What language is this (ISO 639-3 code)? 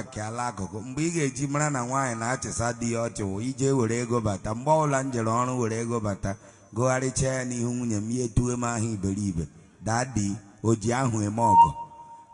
ibo